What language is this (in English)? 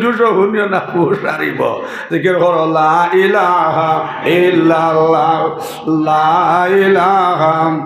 Sylheti